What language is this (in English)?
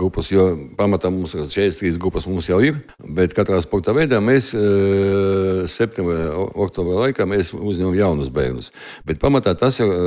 Latvian